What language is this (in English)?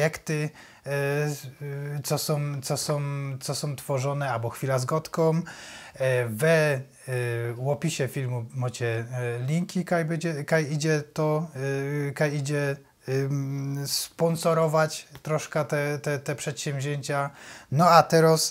Silesian